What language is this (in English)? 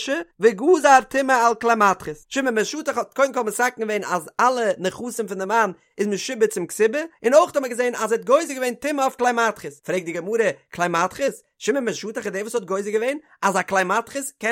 Yiddish